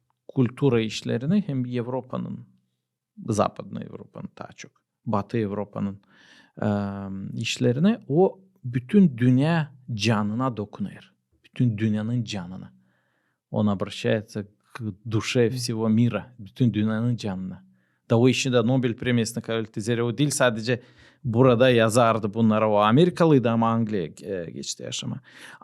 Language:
Gagauz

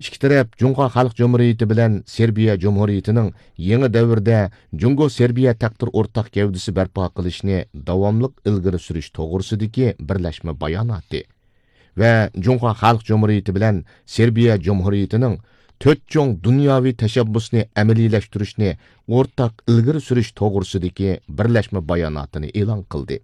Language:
Uyghur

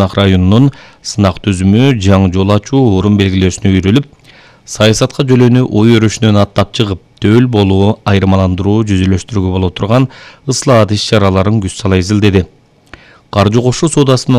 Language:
Kyrgyz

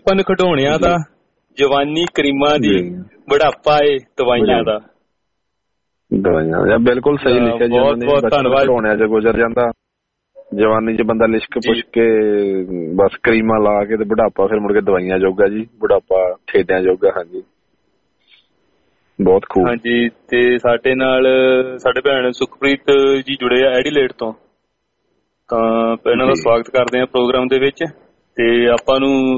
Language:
Punjabi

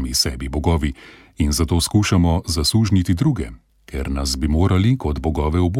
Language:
Slovenian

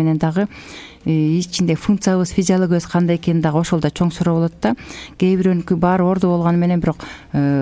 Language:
Kyrgyz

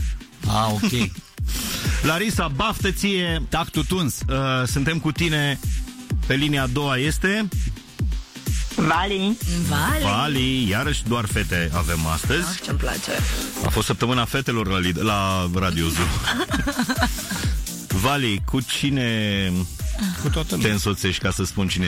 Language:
Romanian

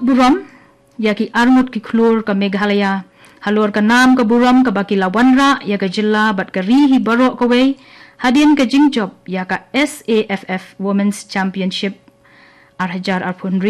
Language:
Khasi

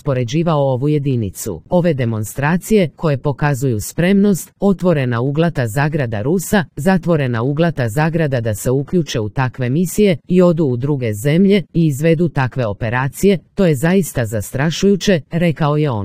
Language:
Serbian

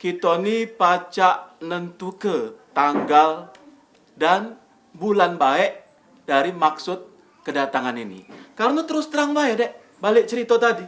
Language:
Musi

